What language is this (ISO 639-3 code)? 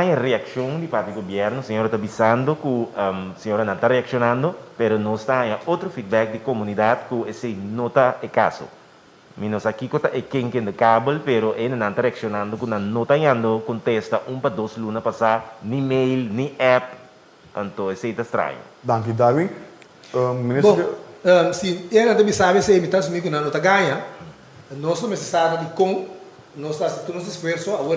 pap